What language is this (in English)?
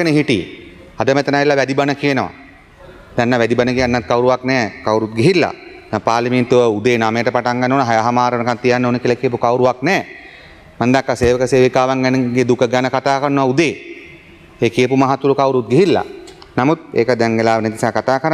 Sinhala